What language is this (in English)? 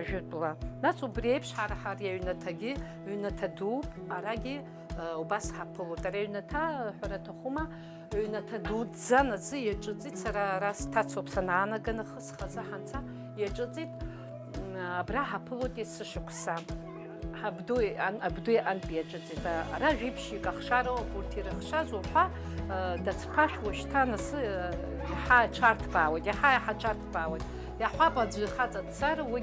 Abkhazian